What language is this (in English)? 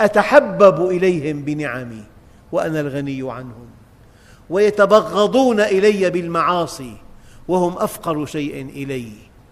Arabic